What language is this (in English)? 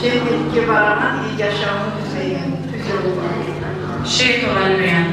Kumyk